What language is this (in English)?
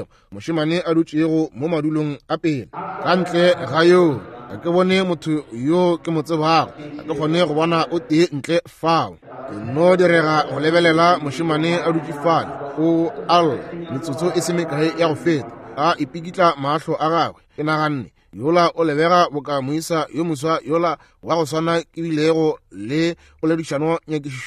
Northern Sotho